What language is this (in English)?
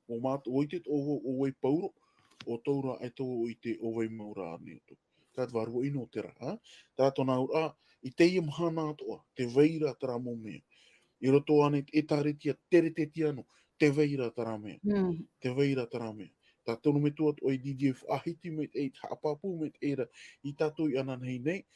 Tahitian